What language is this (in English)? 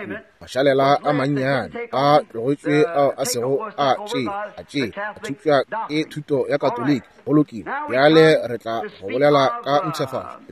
Northern Sotho